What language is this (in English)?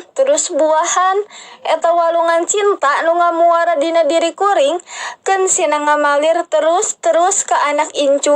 Sundanese